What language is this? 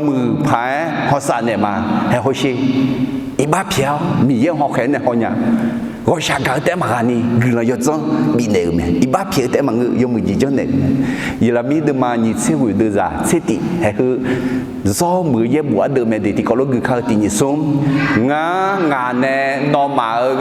Akha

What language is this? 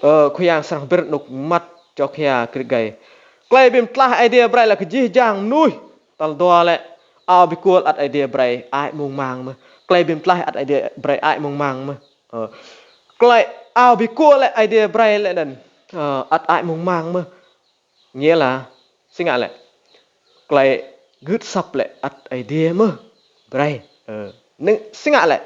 Rade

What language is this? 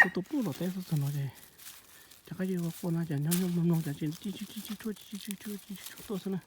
Hmong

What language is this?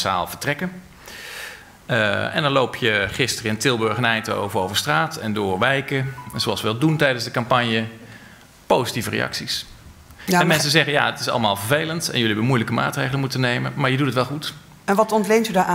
Dutch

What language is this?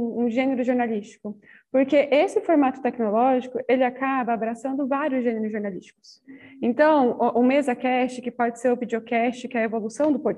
Portuguese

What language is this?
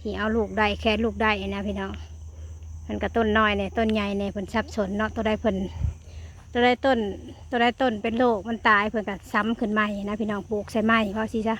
Lao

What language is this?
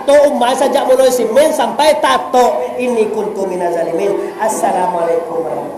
Minangkabau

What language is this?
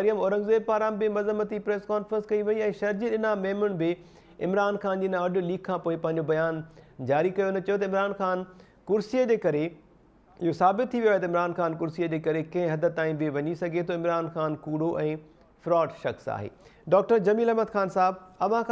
Sindhi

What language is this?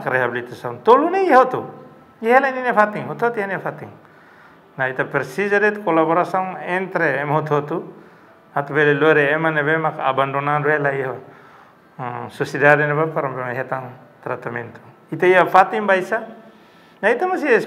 Tetum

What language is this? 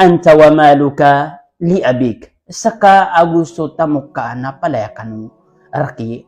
Maranao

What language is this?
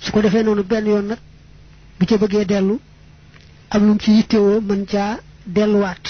Wolof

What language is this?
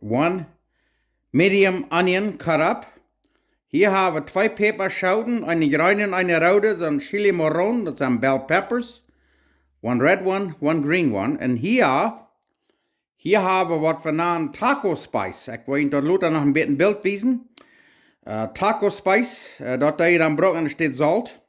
Plautdietsch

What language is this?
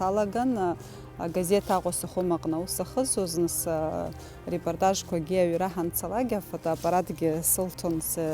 Abkhazian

